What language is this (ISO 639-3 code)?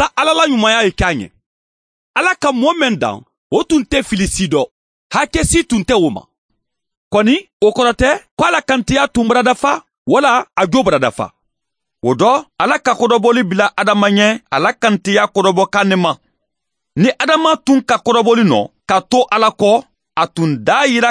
bam